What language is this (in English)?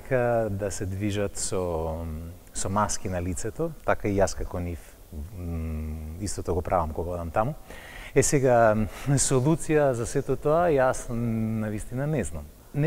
Macedonian